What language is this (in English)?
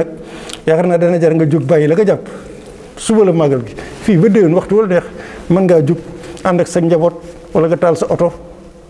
Wolof